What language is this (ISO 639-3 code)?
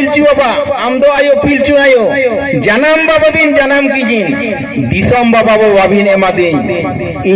sat